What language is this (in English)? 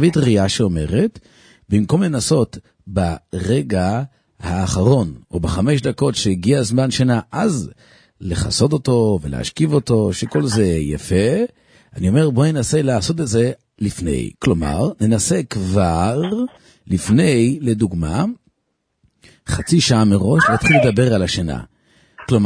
Hebrew